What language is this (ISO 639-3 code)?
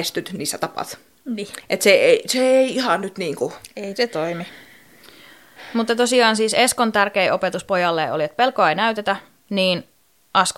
fin